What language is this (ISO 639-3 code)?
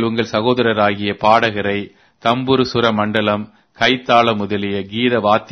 tam